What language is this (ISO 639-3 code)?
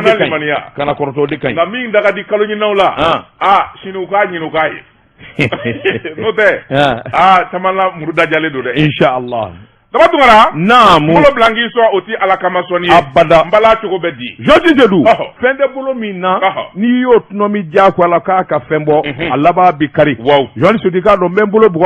bam